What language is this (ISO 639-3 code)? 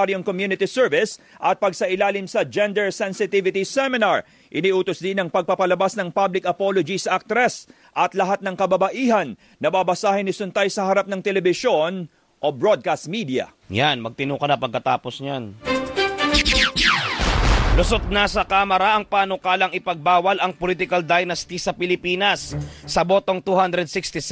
fil